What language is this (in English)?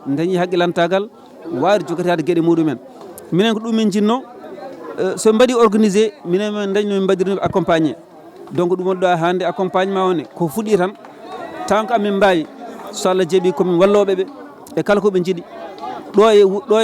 Fula